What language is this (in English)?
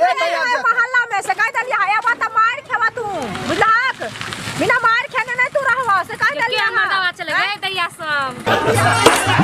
Maithili